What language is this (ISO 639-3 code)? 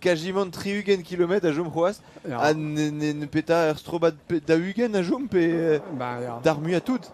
bre